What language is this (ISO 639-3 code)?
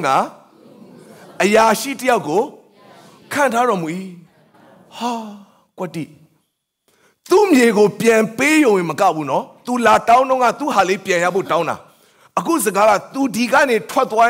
mya